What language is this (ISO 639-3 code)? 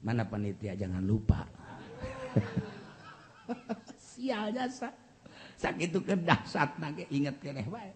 sun